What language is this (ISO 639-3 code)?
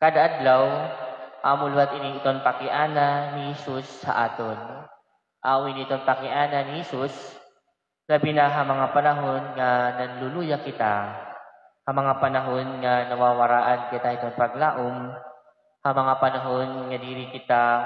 war